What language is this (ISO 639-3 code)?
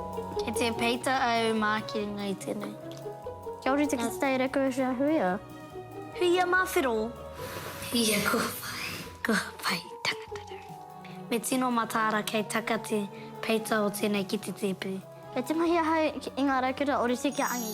mri